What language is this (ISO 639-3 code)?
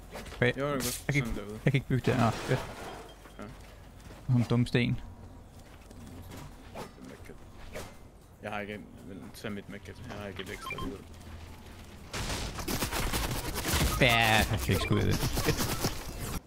dan